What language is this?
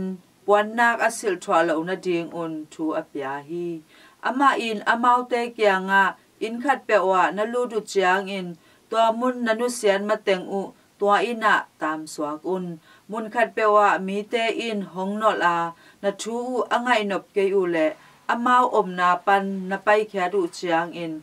Tedim Chin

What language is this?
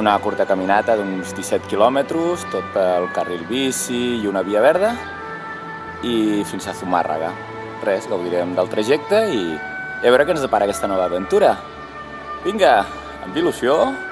Catalan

